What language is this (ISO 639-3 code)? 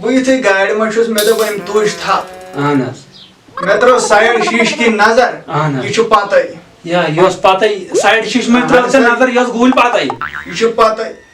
kas